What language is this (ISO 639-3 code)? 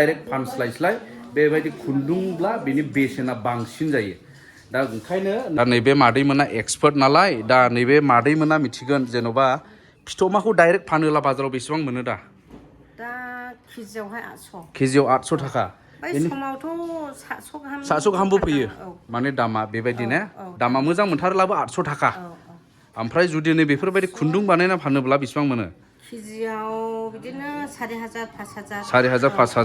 brx